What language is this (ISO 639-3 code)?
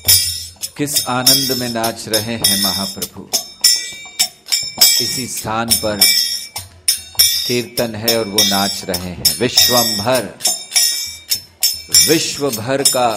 hin